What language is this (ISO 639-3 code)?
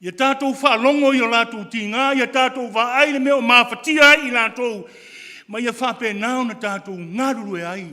smo